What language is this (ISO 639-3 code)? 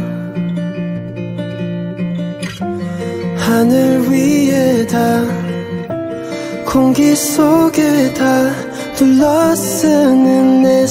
kor